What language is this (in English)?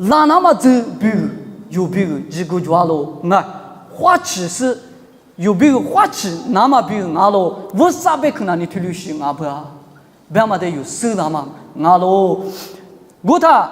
Lisu